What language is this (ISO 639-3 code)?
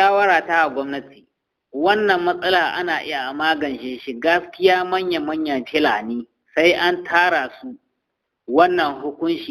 hau